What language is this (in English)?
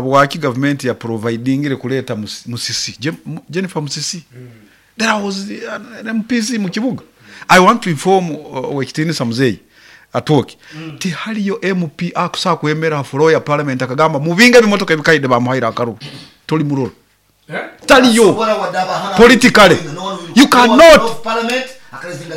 Nyoro